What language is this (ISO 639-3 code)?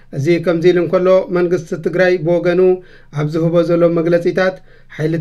tir